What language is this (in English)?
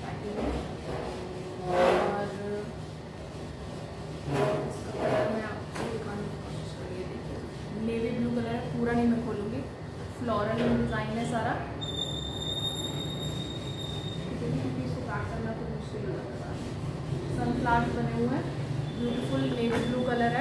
Hindi